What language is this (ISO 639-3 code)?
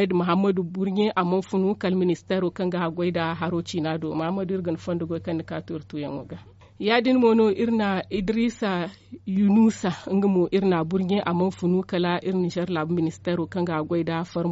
dje